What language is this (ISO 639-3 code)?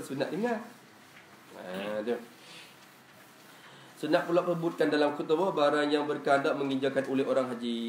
msa